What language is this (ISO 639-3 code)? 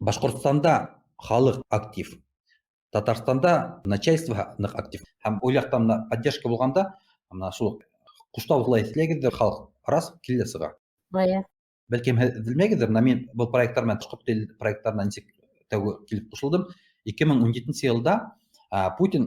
bak